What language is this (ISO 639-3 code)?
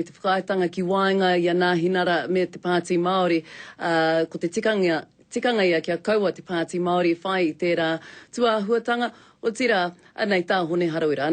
mri